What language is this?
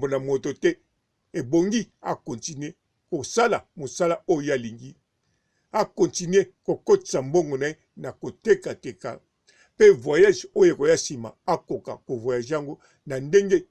Lingala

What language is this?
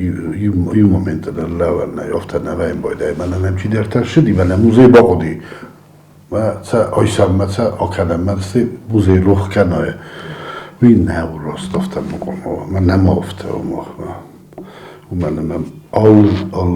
Ossetic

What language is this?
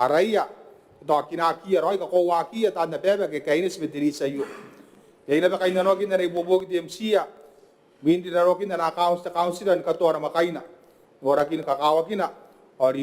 Gilbertese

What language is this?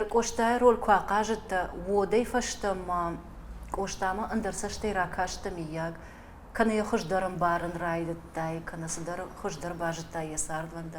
Ossetic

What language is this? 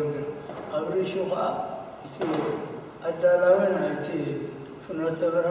Tigrinya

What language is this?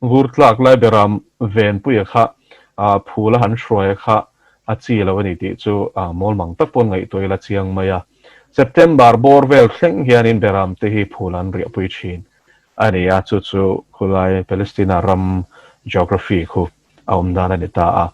Mizo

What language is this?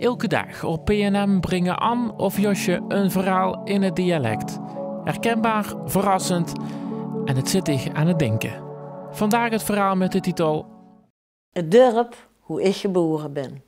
Limburgish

